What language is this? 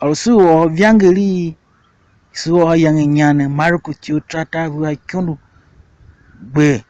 Tiv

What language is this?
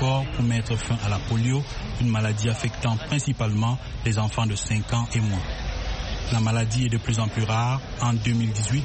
French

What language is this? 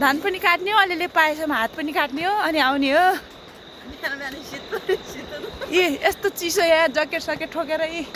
Nepali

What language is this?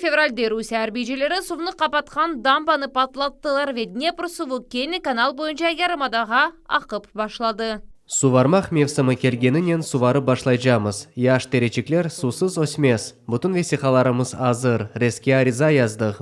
Crimean Tatar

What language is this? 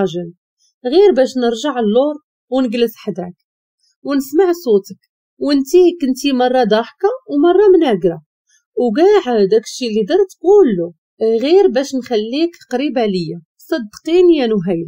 Moroccan Arabic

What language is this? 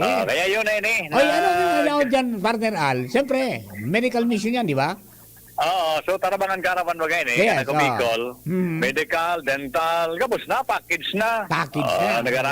Bikol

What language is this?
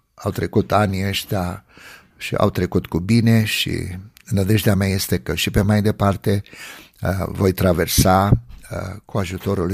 Romanian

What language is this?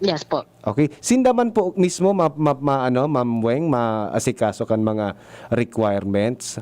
Bikol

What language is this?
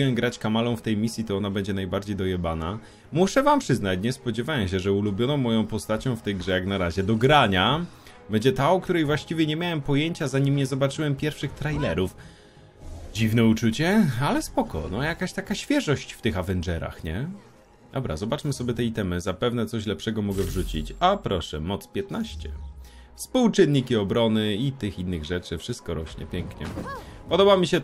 Polish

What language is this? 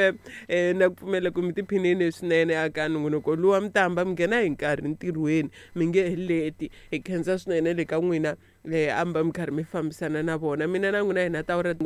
Tsonga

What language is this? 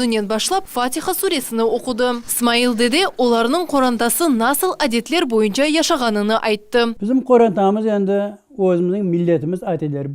Crimean Tatar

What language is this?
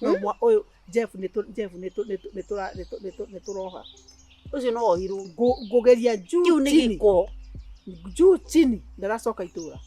Kikuyu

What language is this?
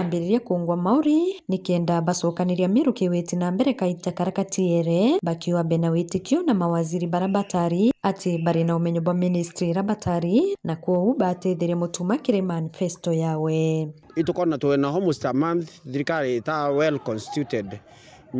Meru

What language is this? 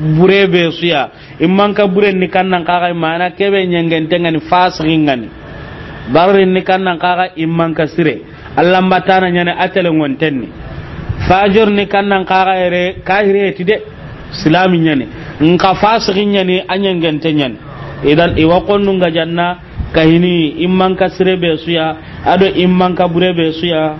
Soninke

